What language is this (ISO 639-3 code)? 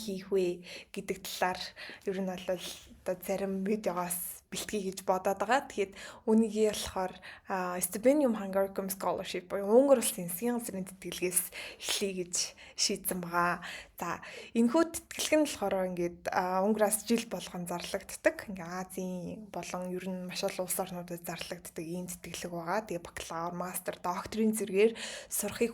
mon